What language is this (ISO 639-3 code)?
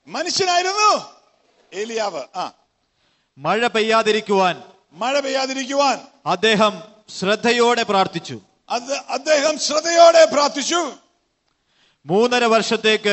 mal